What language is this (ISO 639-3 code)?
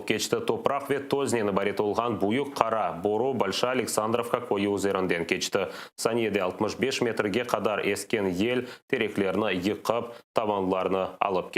crh